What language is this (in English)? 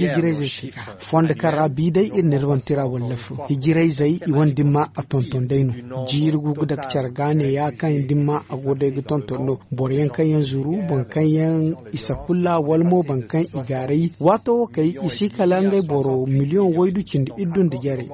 Zarma